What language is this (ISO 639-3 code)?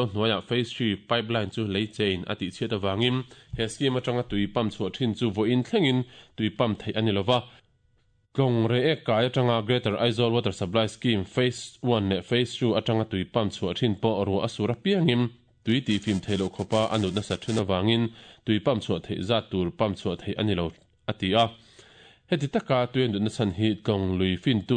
lus